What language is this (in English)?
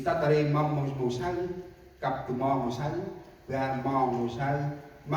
Central Mnong